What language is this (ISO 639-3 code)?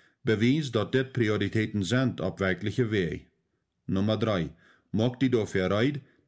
pdt